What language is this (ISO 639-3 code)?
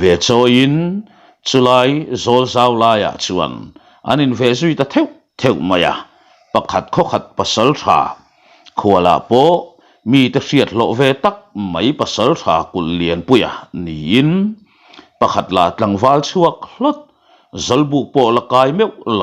lus